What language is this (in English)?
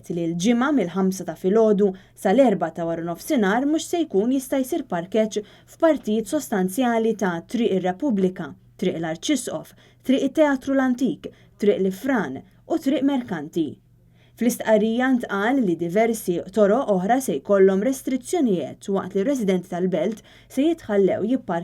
Maltese